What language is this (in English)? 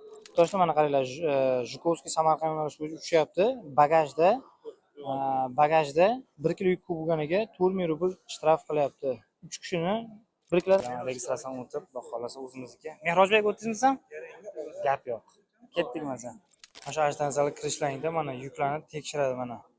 Uzbek